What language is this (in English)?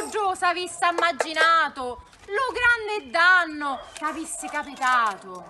Sicilian